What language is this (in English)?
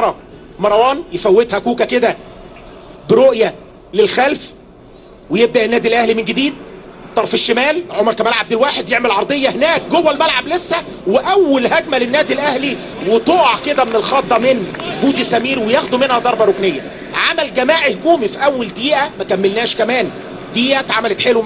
Egyptian Arabic